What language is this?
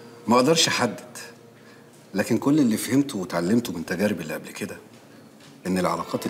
Egyptian Arabic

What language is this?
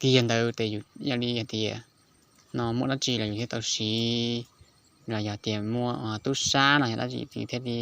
Hmong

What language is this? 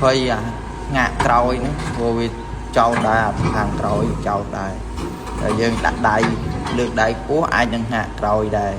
Khmer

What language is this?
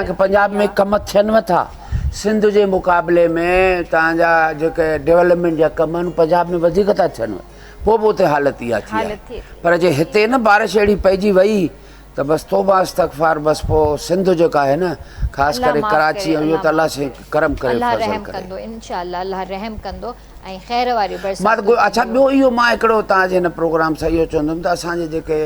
Sindhi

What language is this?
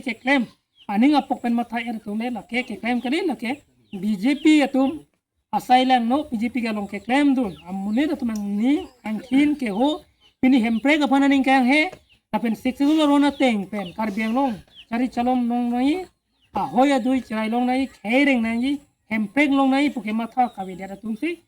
Karbi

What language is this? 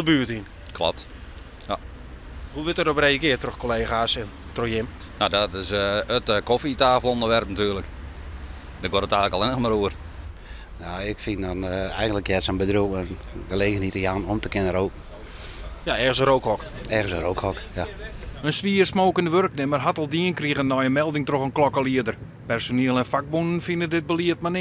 Western Frisian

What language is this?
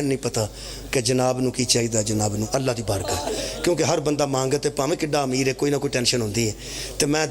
Pahari-Potwari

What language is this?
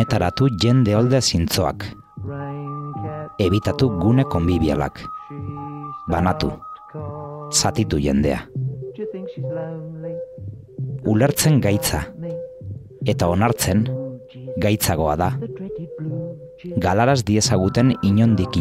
Basque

